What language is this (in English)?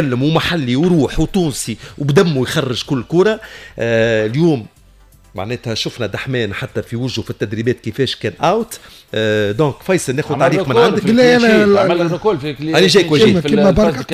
Tunisian Arabic